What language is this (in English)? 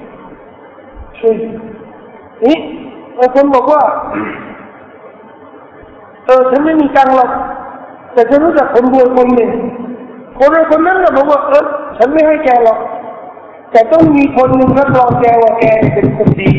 Thai